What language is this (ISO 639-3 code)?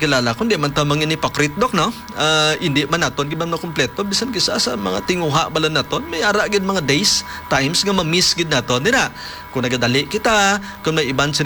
hil